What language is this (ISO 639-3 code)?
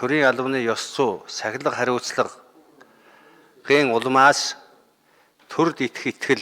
mon